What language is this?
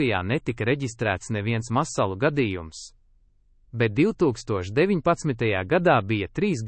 Latvian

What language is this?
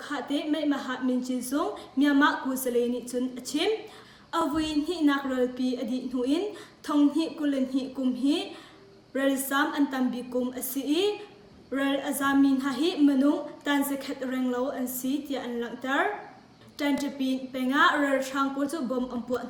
Hakha Chin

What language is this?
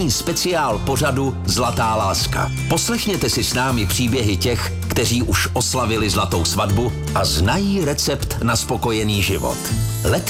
Czech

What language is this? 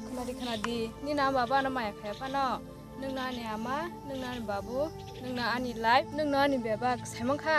Kok Borok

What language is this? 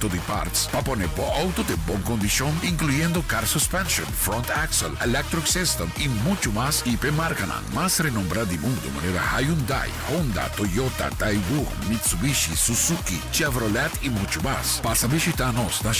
Papiamento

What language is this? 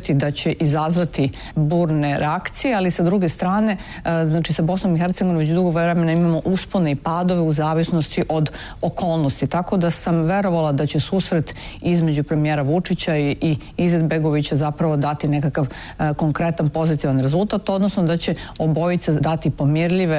Serbian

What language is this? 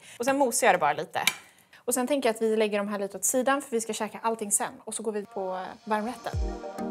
Swedish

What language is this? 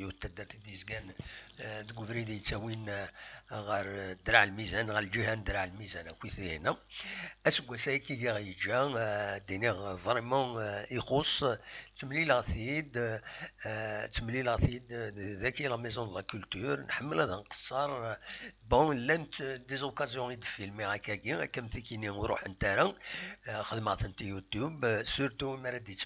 Kabyle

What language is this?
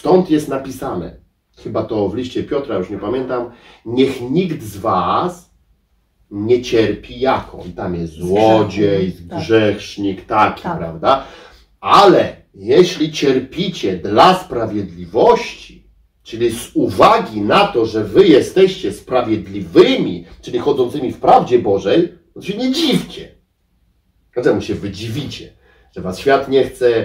Polish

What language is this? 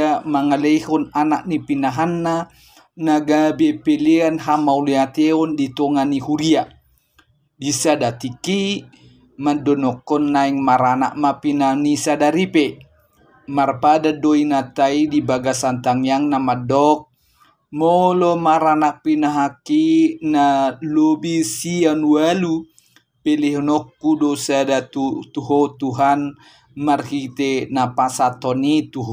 Batak Toba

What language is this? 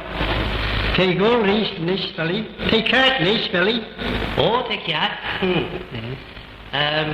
Manx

